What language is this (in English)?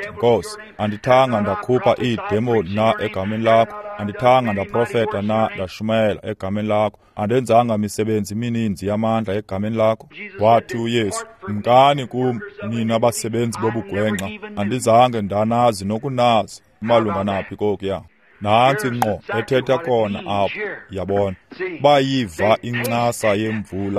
Xhosa